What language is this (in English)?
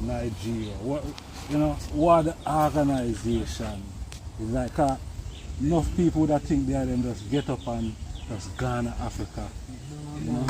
Jamaican Creole English